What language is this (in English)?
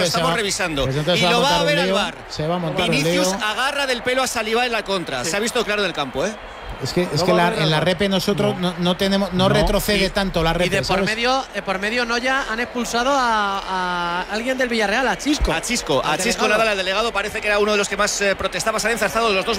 Spanish